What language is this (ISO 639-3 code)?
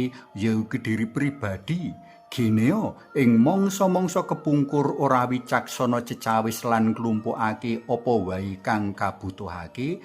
jav